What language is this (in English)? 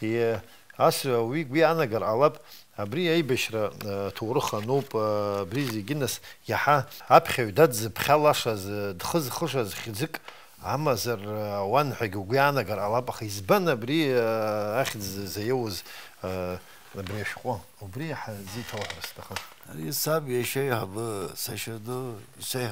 Abkhazian